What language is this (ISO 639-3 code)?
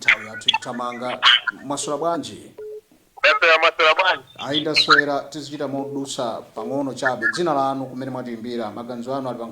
nya